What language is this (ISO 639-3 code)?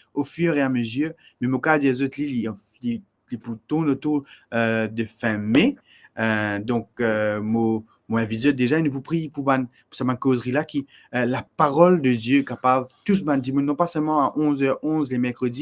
mfe